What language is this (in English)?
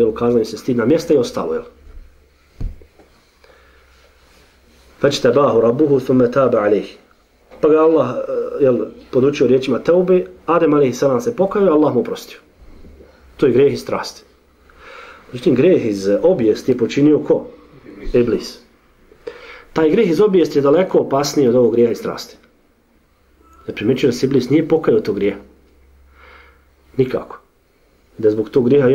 Bosnian